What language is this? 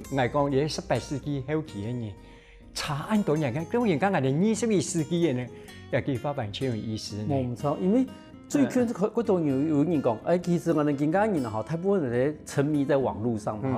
Hakka Chinese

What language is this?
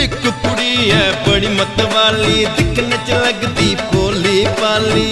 Dogri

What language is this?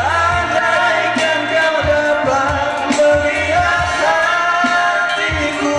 Nias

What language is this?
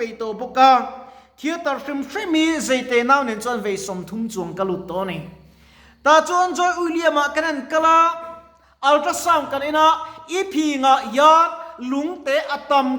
Mizo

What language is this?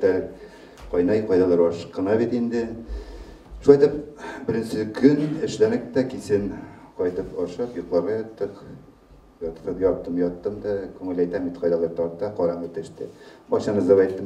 Bashkir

